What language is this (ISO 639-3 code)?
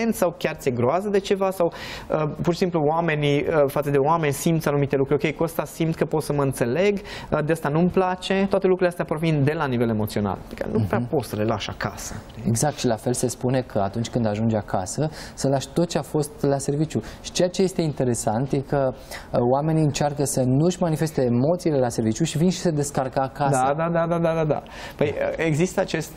ron